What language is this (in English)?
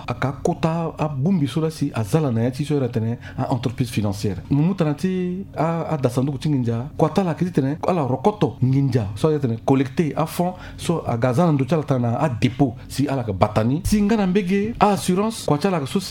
Sango